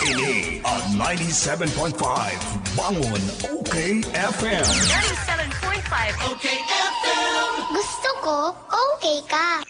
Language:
Bikol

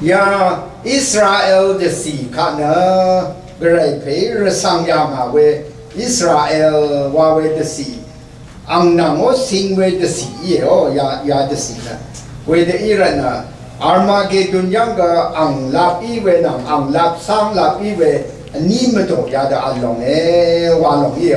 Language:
Rawang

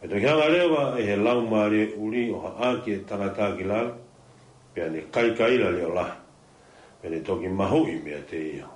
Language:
Tongan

